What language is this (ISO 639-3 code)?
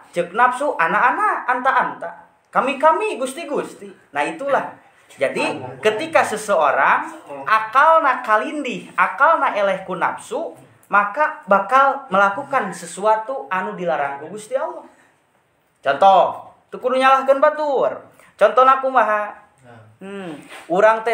sun